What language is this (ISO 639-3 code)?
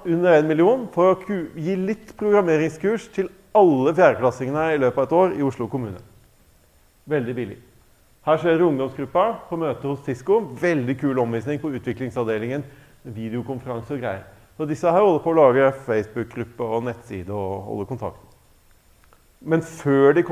nor